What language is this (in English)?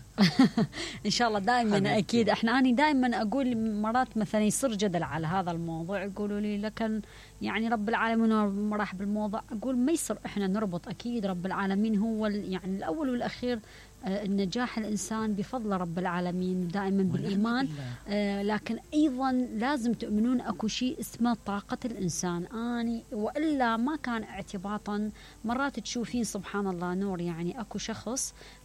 Mesopotamian Arabic